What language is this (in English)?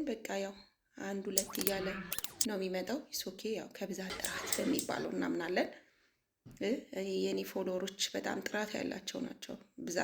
Amharic